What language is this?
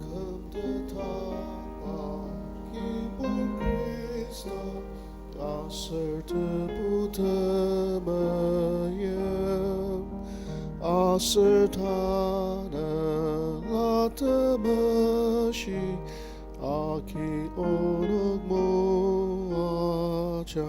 Ao Naga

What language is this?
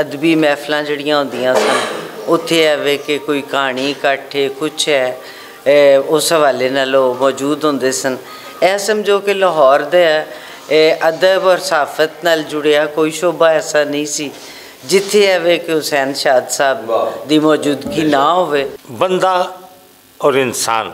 Western Panjabi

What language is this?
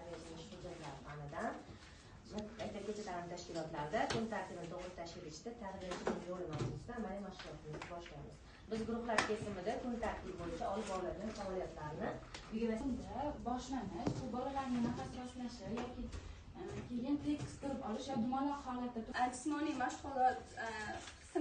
Uzbek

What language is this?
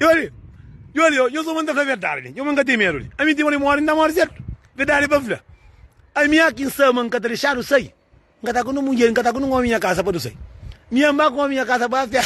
Kabuverdianu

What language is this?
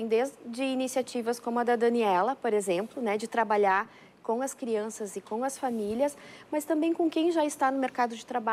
Portuguese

